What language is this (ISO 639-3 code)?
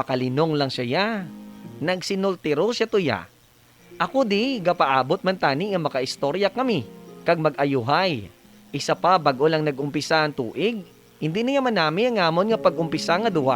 hil